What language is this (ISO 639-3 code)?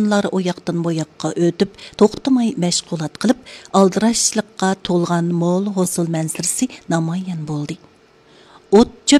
uig